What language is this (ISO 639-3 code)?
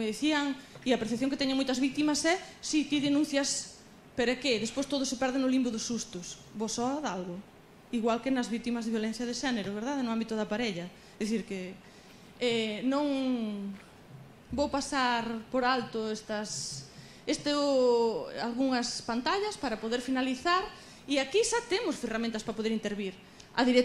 glg